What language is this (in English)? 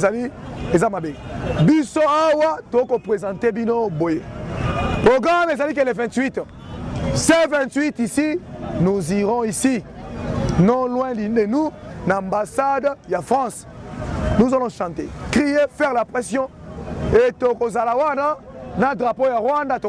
Lingala